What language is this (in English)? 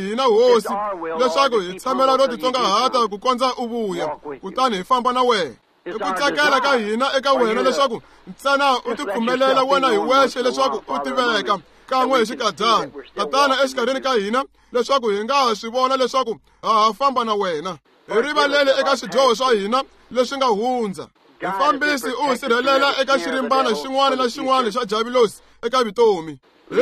Tsonga